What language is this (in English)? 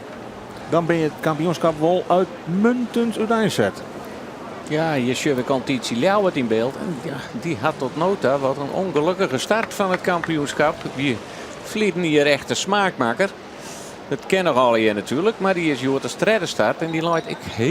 Western Frisian